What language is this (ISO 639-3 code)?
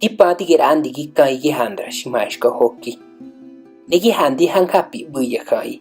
ote